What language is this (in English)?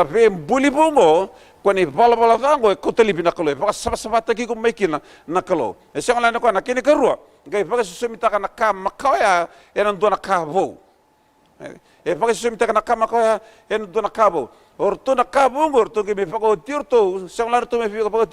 Fijian